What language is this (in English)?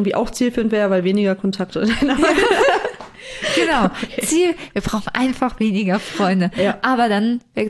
German